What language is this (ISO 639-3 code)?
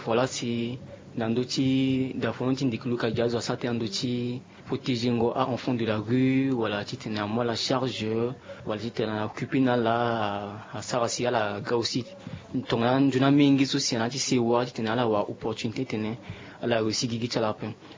sag